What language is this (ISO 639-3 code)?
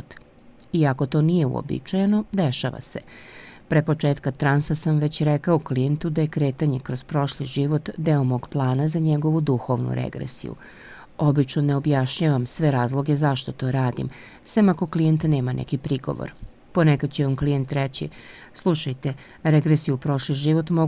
srp